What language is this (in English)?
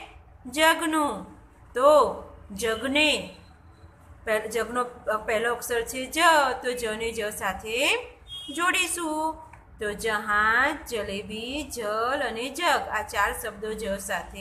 Gujarati